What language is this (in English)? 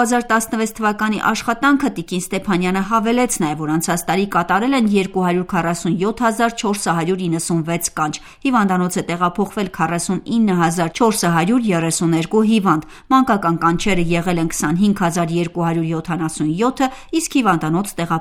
Armenian